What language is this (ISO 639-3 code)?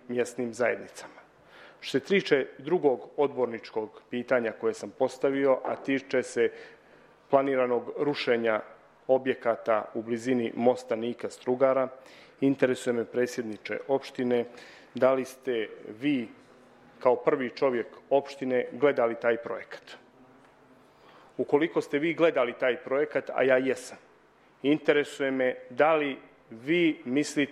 srp